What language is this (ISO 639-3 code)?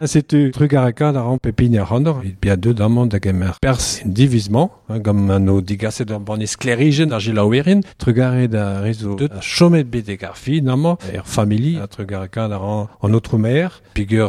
bre